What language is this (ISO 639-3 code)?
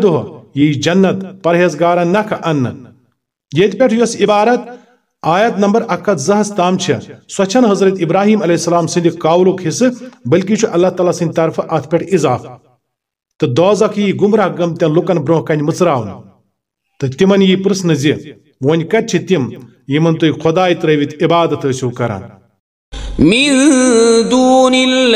kas